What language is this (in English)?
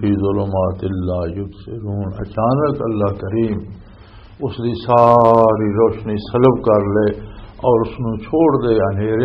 Western Panjabi